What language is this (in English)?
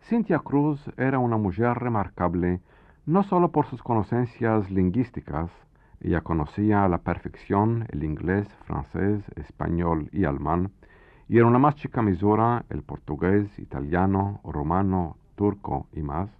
Ladino